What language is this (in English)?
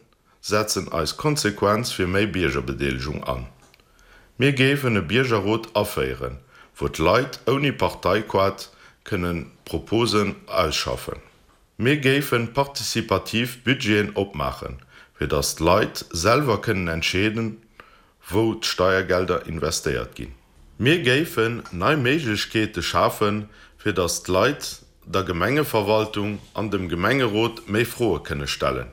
Luxembourgish